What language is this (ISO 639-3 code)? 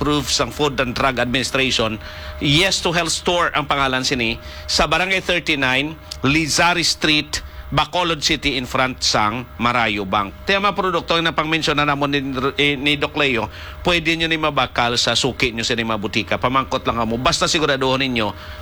hil